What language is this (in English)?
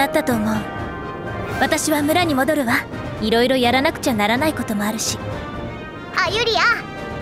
Japanese